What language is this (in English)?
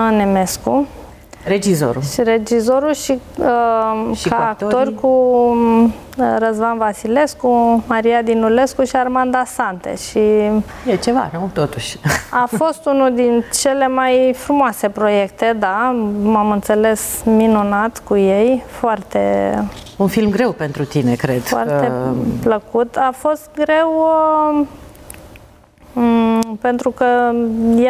Romanian